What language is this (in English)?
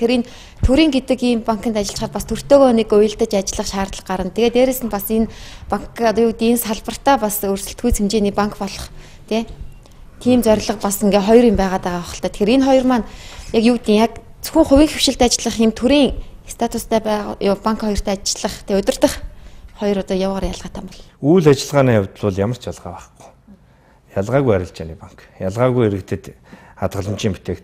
Mongolian